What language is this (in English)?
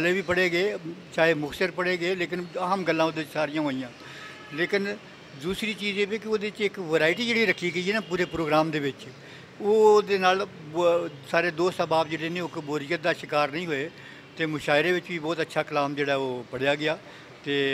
Western Panjabi